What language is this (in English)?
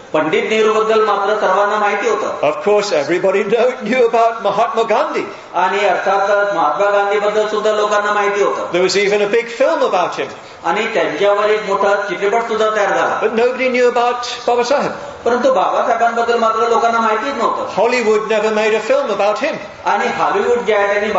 Marathi